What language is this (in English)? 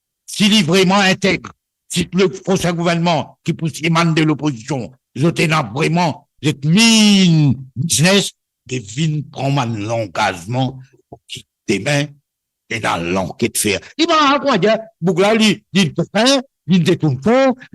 Morisyen